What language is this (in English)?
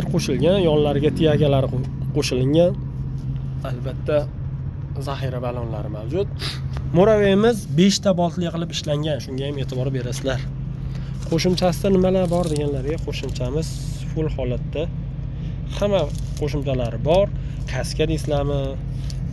Uzbek